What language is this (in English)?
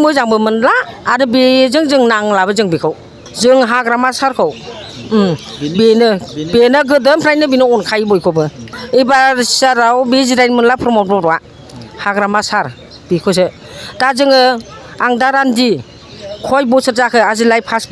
Bodo